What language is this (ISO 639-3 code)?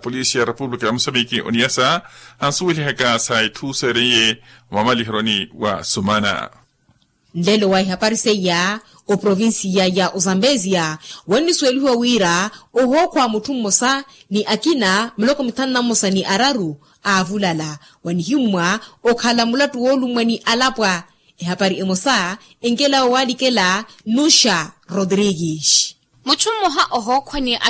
vmw